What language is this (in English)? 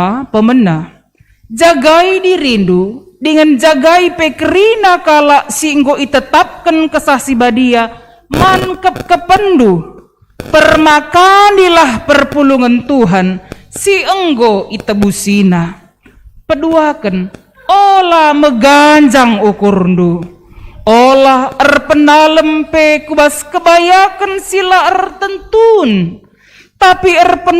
Batak Karo